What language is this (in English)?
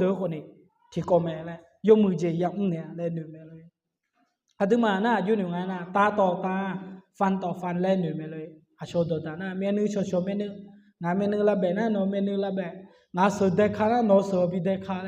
Akha